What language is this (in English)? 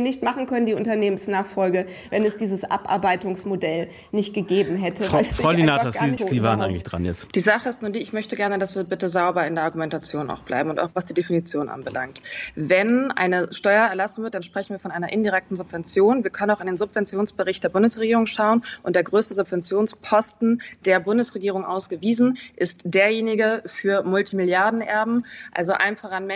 German